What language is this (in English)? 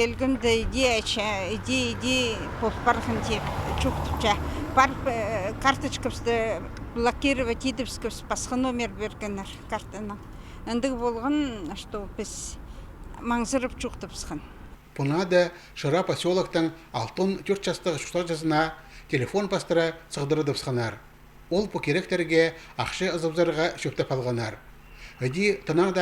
Khakas